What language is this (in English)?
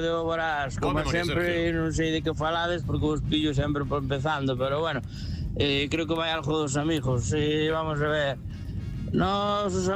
Galician